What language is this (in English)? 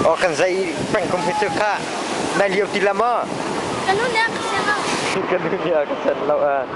Hakha Chin